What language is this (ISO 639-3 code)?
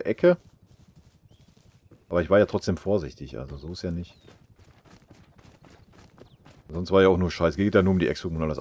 deu